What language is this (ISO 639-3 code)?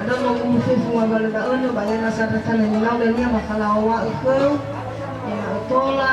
nia